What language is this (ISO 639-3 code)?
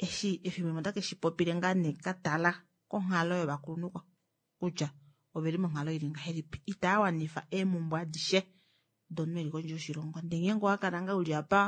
kua